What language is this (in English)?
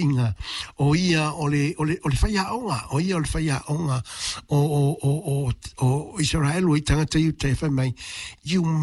Samoan